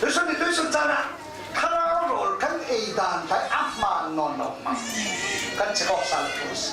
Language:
Falam Chin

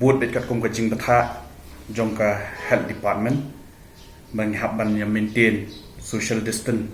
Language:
Khasi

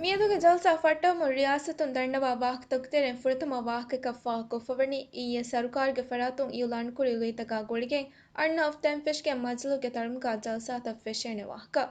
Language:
Divehi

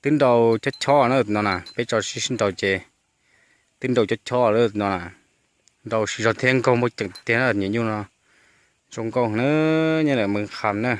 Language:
Hmong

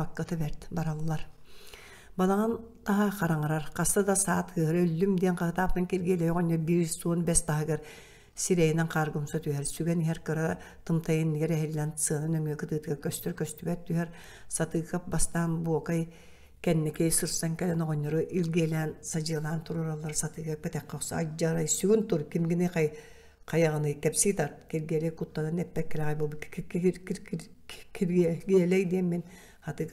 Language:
Yakut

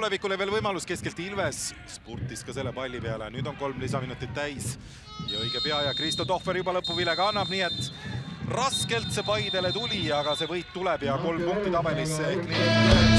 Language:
Estonian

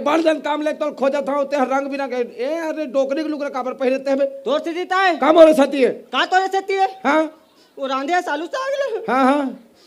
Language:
Chhattisgarhi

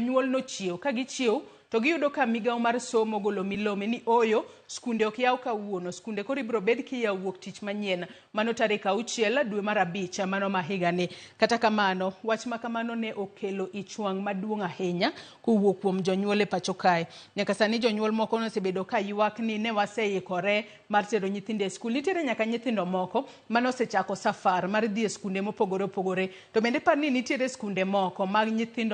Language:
Luo (Kenya and Tanzania)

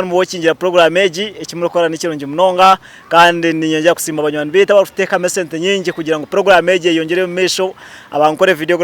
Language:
Nyankole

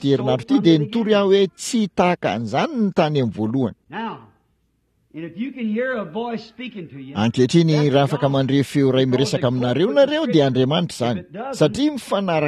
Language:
Malagasy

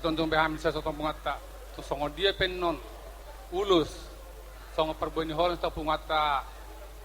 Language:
Batak Toba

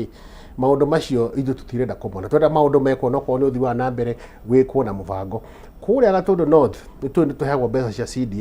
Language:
Kikuyu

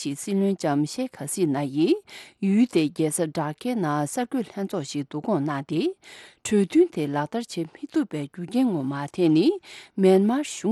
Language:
Tibetan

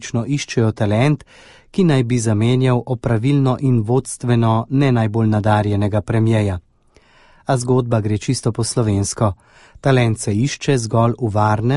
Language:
Slovenian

